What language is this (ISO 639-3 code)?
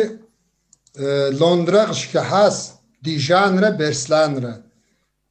kbd